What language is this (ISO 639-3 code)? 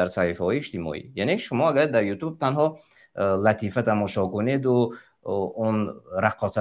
tgk